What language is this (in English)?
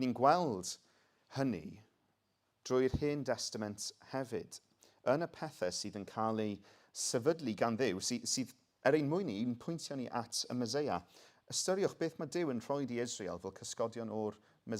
Welsh